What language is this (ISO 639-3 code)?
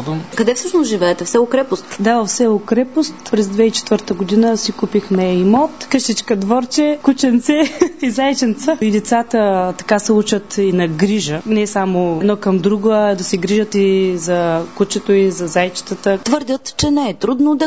bul